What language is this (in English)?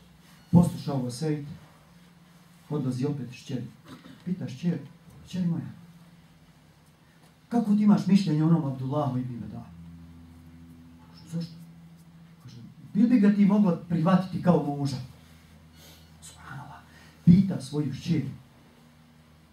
Bosnian